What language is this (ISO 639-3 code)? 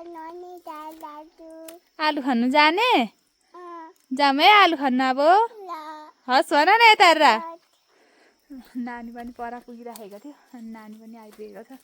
nep